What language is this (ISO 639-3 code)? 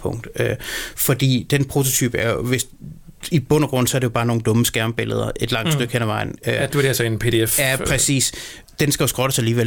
dan